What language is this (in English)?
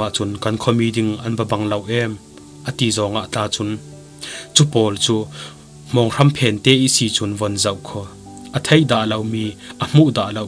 Falam Chin